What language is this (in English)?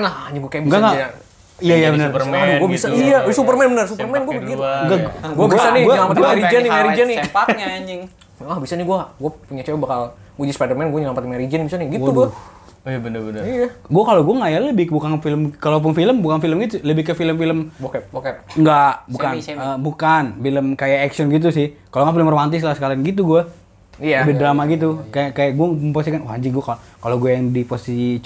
Indonesian